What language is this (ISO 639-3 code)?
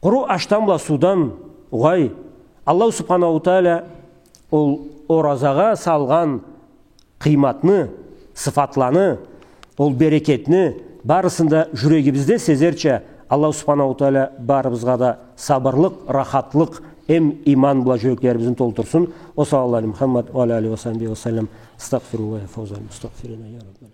krc